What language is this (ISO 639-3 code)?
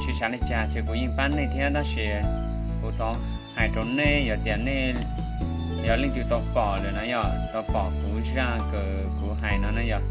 hmn